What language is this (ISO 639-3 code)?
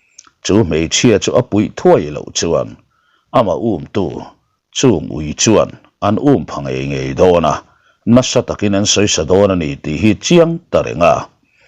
lus